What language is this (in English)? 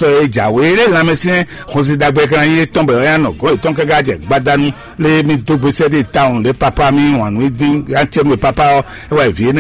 Fon